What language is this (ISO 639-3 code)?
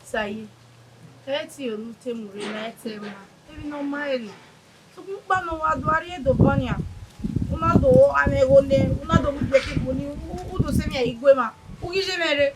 bin